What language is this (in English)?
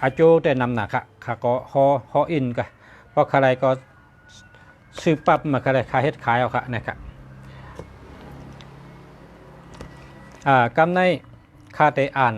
Shan